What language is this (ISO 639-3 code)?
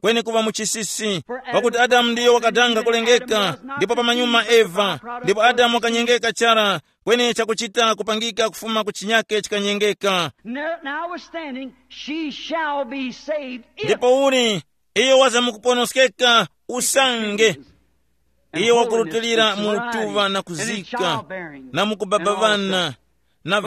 tum